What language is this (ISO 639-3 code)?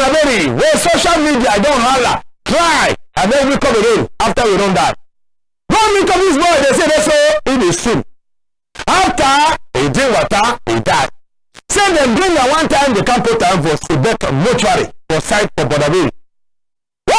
wes